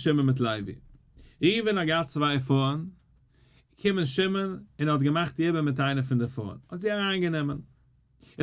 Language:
Yiddish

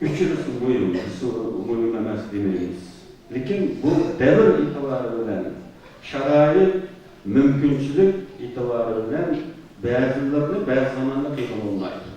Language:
Uyghur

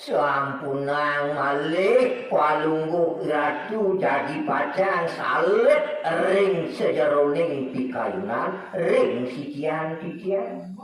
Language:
Balinese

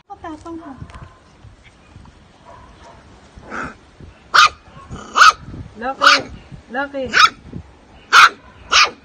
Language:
Filipino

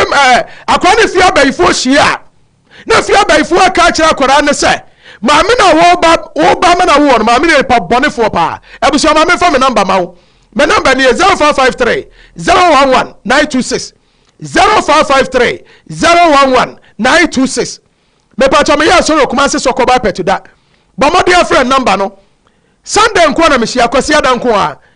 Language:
Akan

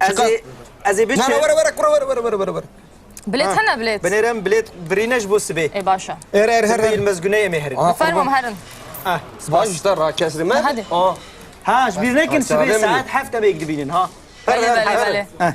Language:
Kurdish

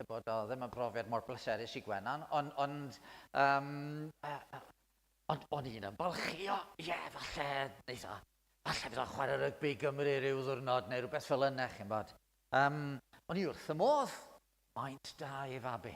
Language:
Welsh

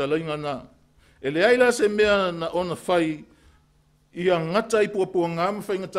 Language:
Samoan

